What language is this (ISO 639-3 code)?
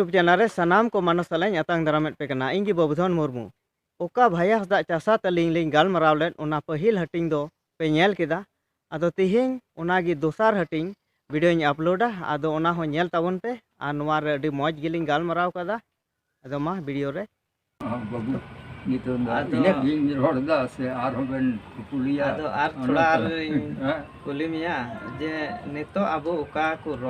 sat